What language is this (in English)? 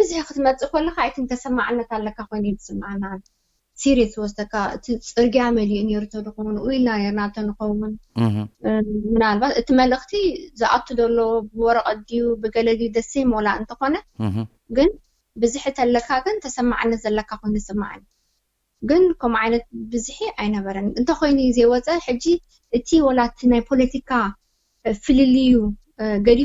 Tigrinya